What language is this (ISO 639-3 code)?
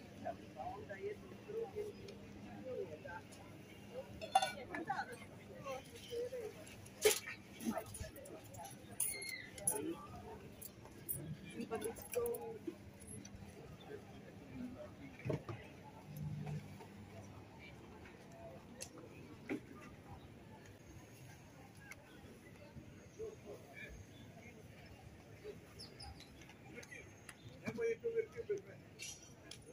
hrv